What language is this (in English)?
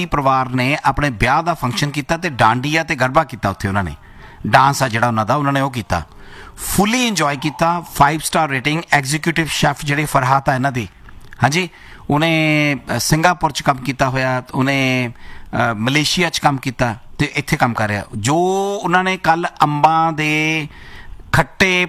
Punjabi